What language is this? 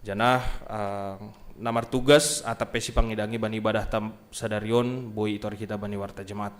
Batak Simalungun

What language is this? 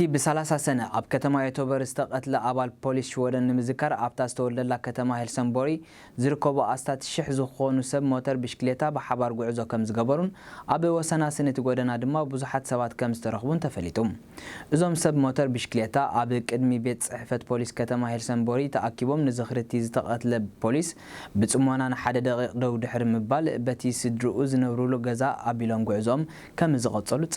Tigrinya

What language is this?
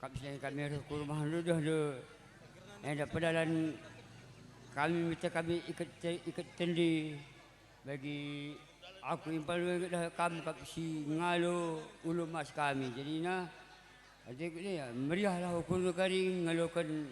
Batak Karo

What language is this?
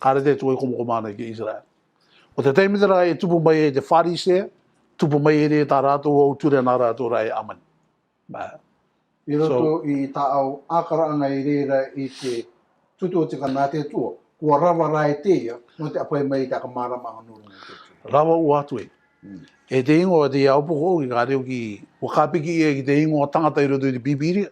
Rarotongan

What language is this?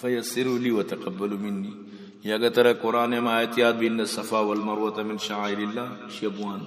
Eastern Balochi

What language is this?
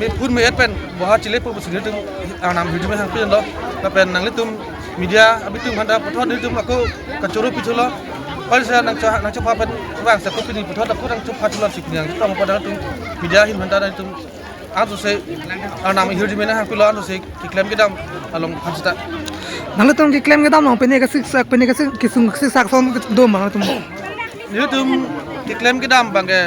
Karbi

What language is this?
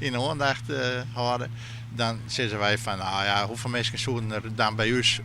Western Frisian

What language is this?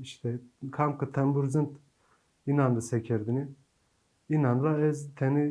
Zaza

